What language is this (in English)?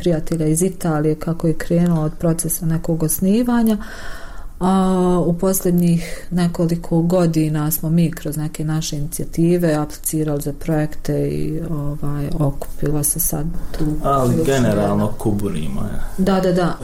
Bosnian